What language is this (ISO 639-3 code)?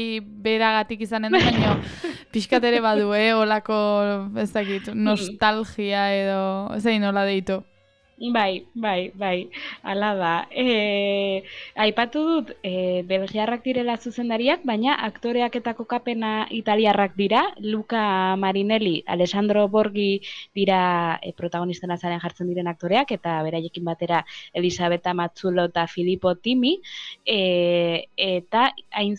eus